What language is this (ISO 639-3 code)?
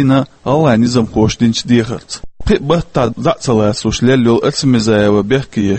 che